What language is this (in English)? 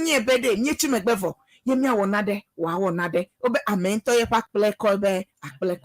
Ewe